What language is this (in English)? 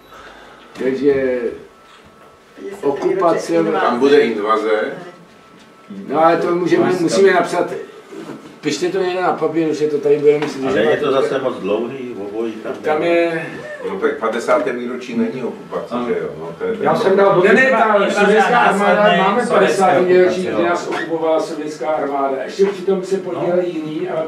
Czech